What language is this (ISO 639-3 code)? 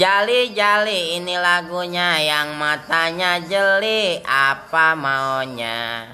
bew